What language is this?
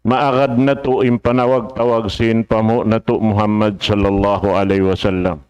Tausug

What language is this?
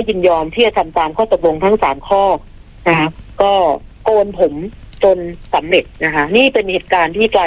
Thai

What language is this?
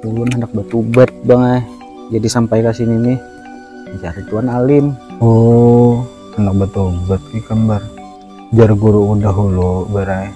Banjar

